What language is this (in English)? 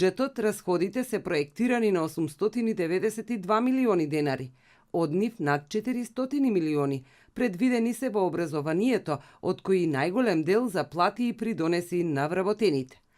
Macedonian